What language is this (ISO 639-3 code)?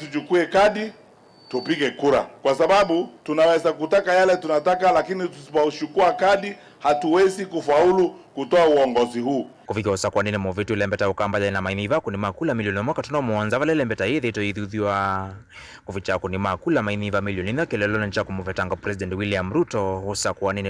kam